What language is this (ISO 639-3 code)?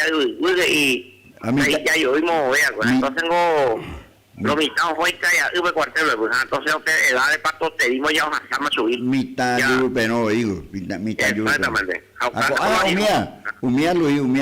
grn